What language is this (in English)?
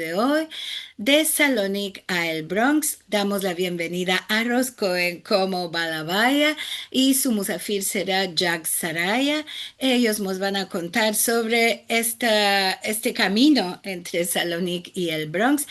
Ladino